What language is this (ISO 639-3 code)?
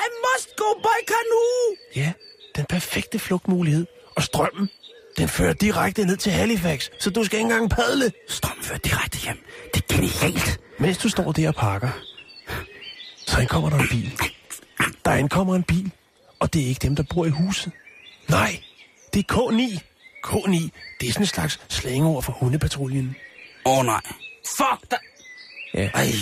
dan